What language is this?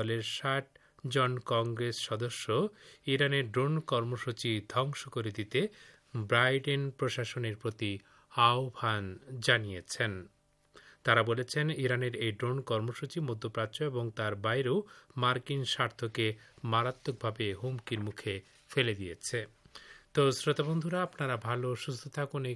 Bangla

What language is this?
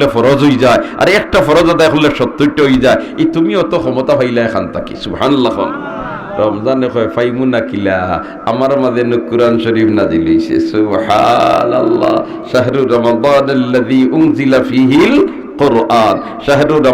Sylheti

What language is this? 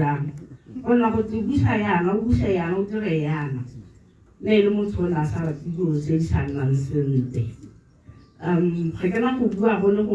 Tswana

